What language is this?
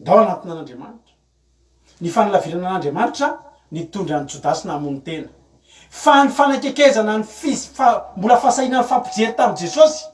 Malagasy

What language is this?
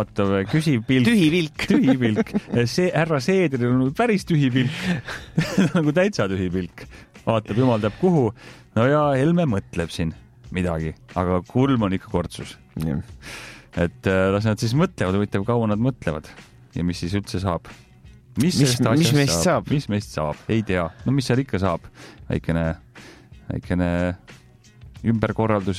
Estonian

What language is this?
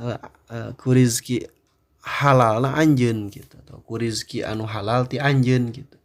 Sundanese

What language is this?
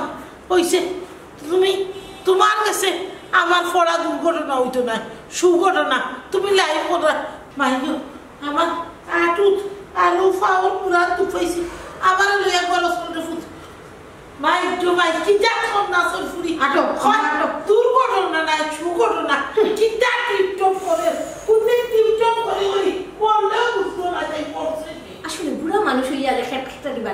Sylheti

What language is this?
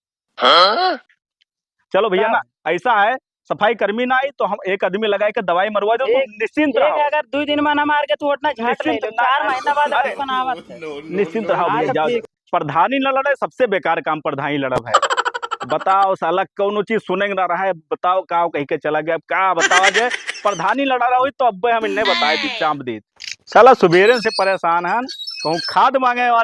Awadhi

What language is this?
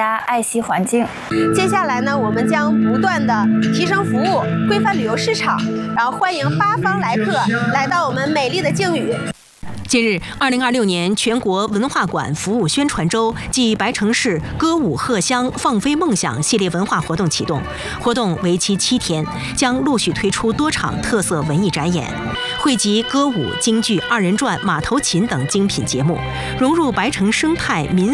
Chinese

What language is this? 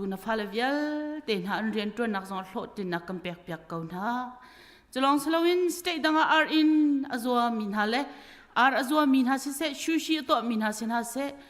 Hakha Chin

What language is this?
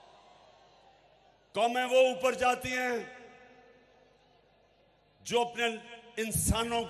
Hindi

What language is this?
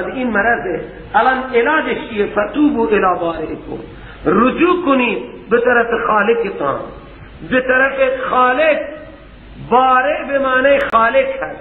Persian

